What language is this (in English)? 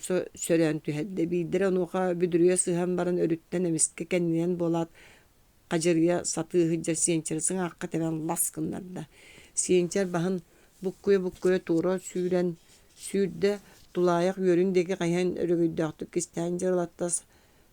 Yakut